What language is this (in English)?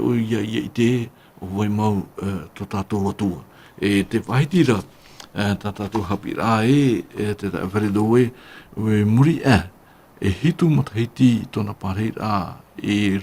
Tahitian